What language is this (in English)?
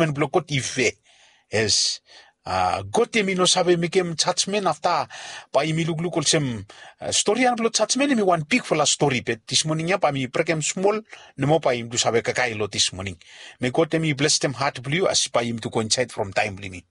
Bislama